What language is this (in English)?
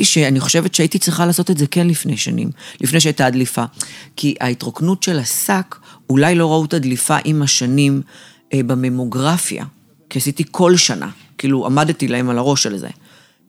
Hebrew